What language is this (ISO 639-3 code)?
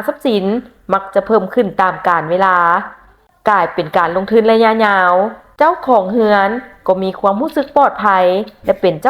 lao